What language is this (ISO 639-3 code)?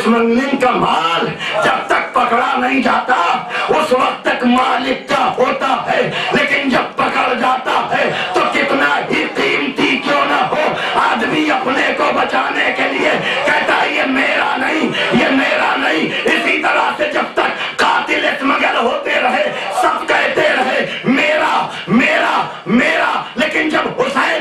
urd